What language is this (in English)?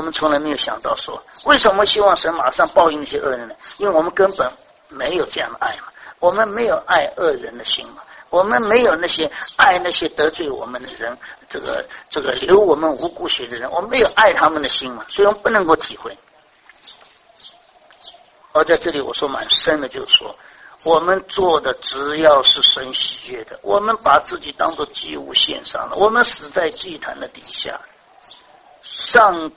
Chinese